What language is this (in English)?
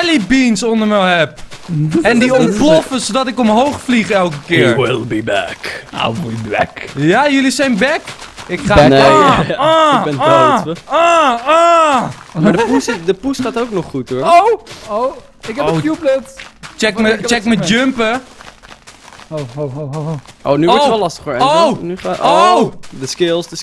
Dutch